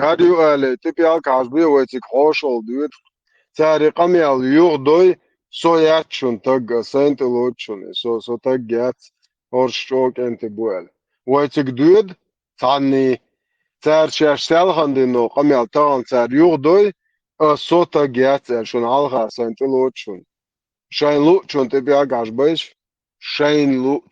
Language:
Chechen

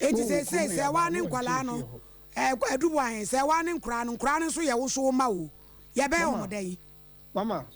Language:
Akan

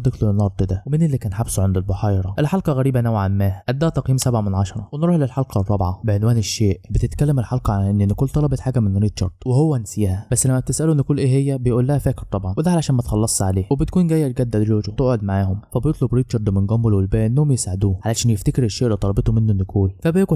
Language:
Egyptian Arabic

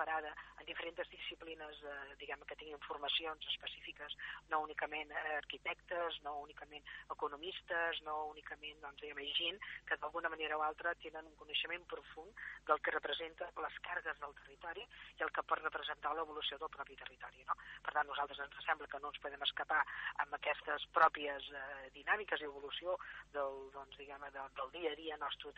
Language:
Catalan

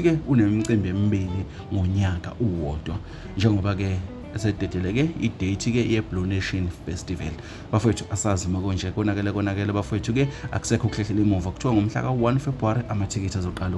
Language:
Zulu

